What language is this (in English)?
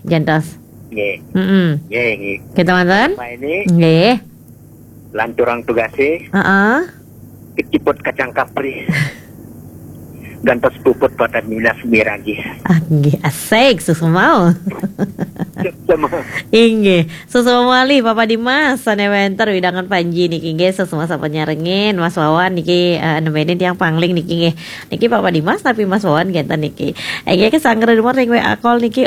Balinese